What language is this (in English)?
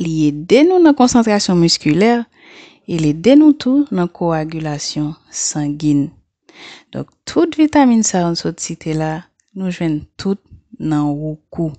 Haitian Creole